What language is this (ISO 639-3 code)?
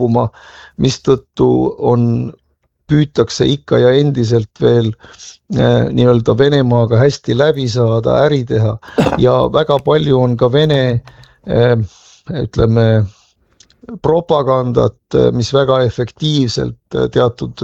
est